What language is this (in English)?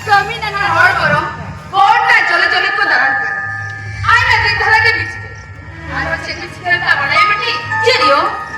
Santali